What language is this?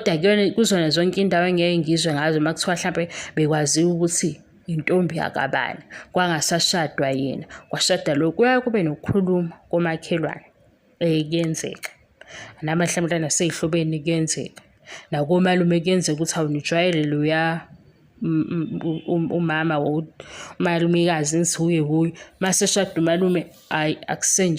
Zulu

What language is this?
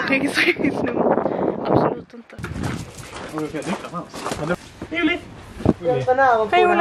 Swedish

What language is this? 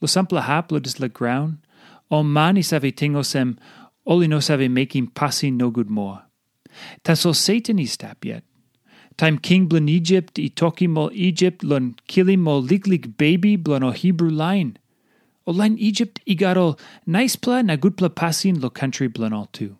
Tok Pisin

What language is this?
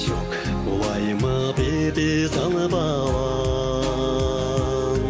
Chuvash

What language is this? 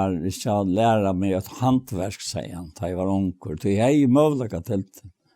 Faroese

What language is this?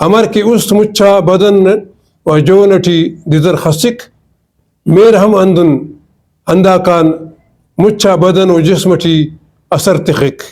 Brahui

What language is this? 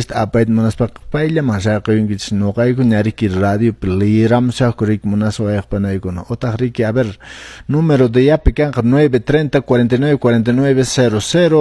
Quechua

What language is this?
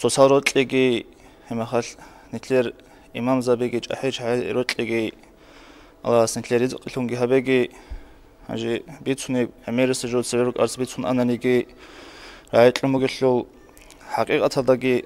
Avaric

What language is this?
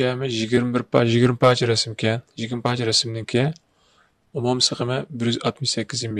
Uyghur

